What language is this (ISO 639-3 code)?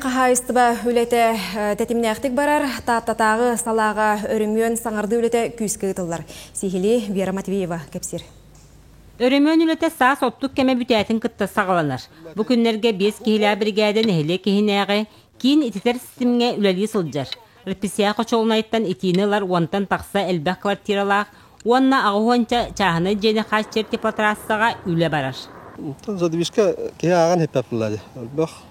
sah